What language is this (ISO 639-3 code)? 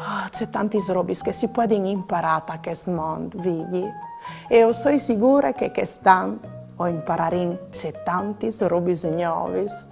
fur